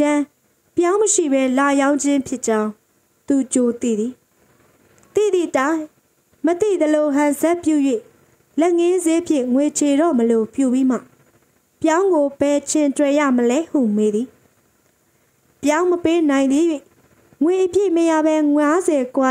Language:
Burmese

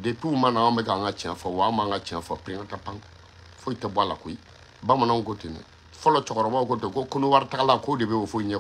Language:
Bambara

